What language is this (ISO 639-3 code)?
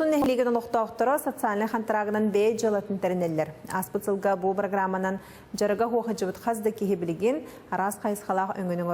sah